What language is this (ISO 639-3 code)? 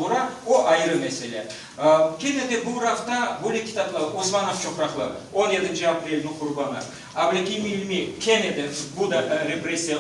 crh